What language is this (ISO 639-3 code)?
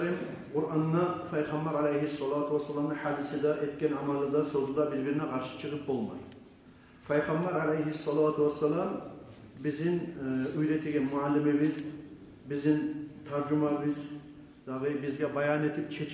kum